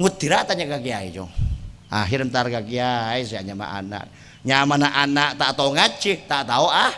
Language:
Madurese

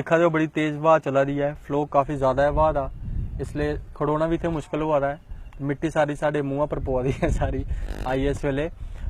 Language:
Dogri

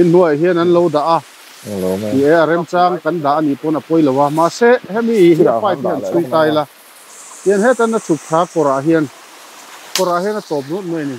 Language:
Mizo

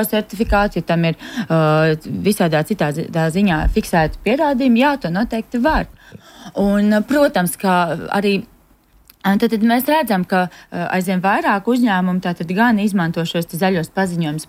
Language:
Latvian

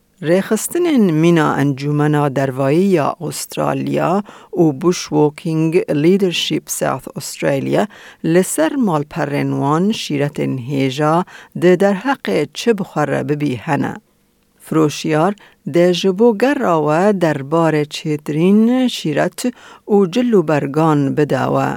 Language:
Kurdish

